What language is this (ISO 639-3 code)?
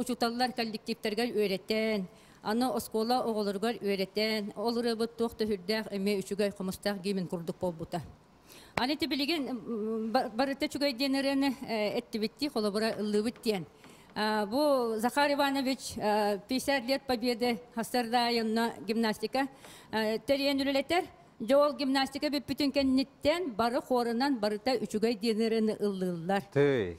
sah